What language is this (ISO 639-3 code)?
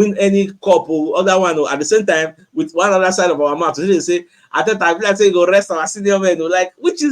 pcm